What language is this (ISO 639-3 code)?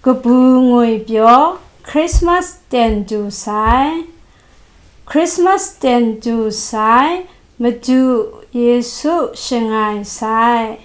kac